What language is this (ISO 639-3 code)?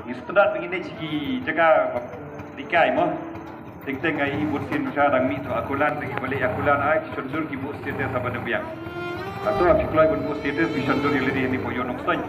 kha